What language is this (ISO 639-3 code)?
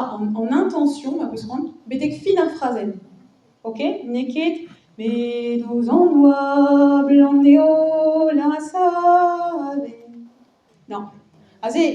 bre